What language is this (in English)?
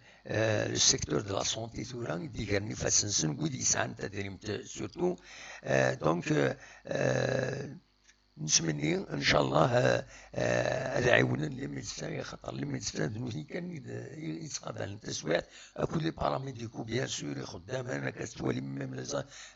Kabyle